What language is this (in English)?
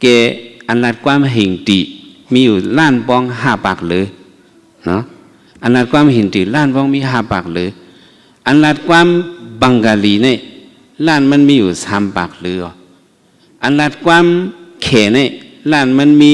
Shan